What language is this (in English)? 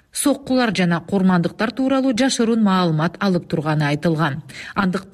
Kyrgyz